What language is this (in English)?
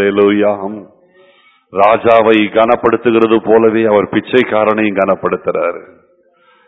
Tamil